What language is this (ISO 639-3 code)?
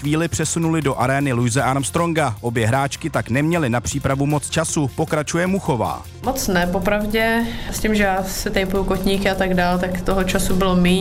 ces